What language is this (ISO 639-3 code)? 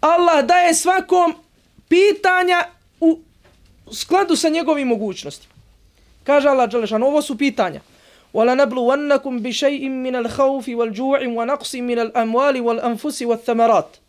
bos